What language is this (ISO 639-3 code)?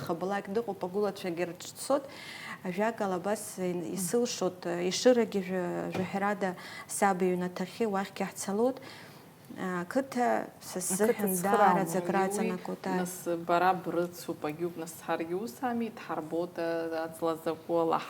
abk